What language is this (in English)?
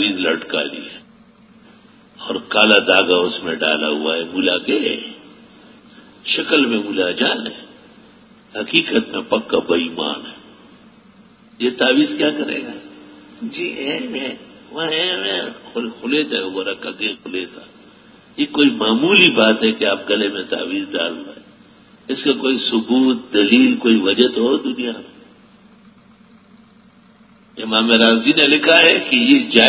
Urdu